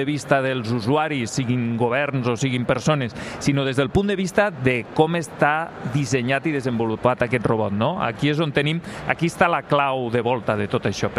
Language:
Catalan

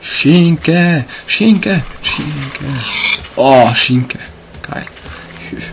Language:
Swiss German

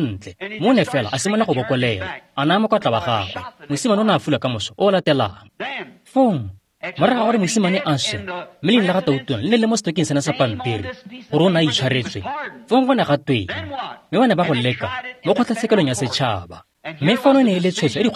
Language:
Tswana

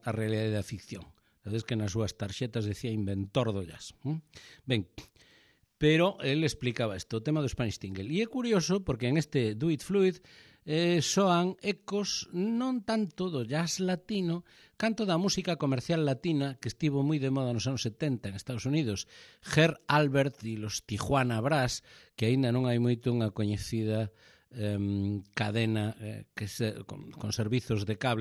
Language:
Galician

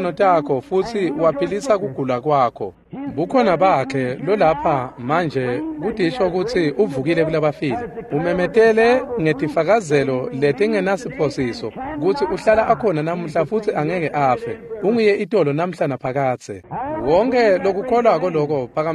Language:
Swati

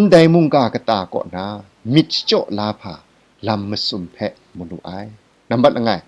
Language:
Kachin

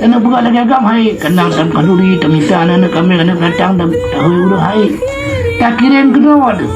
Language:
Achinese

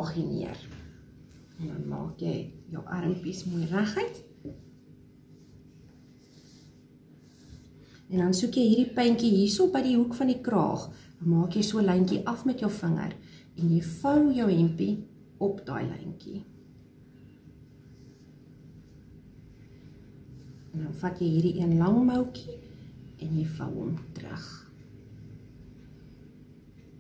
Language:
Afrikaans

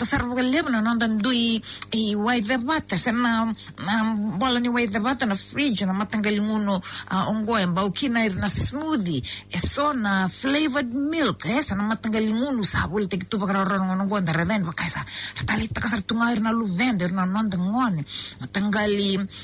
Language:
Fijian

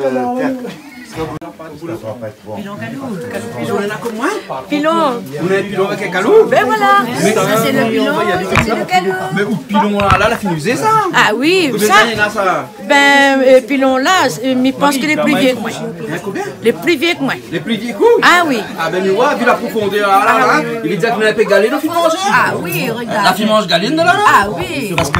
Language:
Réunion Creole French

